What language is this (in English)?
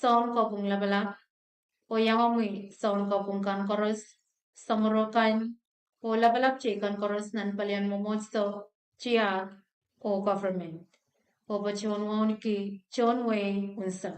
Pohnpeian